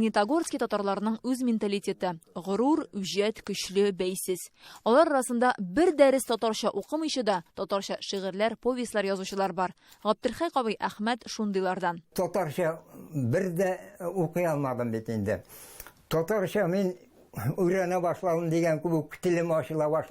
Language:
Tatar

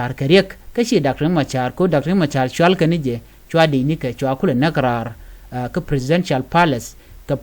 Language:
Nuer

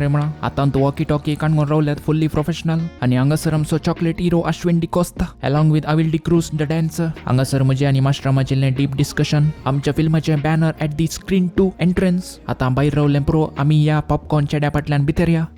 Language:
Konkani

